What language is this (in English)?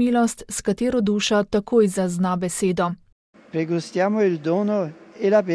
Slovenian